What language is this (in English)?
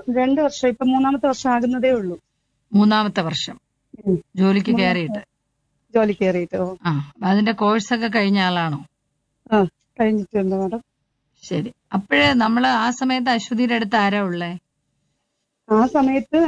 Malayalam